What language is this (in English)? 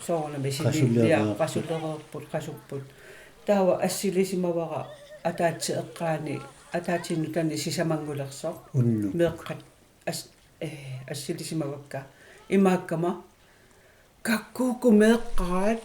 Kalaallisut